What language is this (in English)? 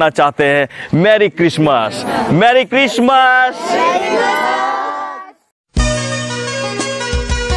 Sadri